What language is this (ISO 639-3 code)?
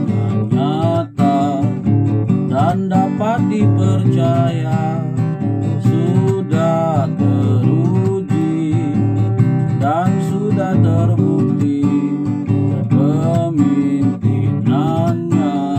ind